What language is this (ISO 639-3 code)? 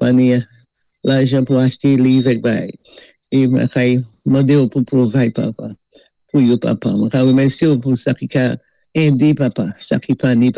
acf